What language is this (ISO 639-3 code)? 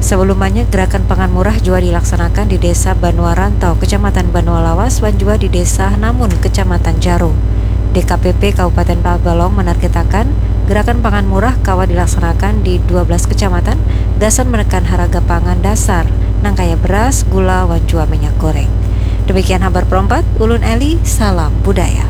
bjn